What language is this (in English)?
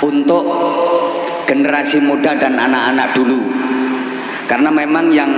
Javanese